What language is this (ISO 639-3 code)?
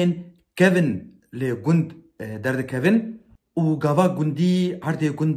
kur